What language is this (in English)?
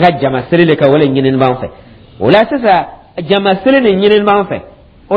Dyula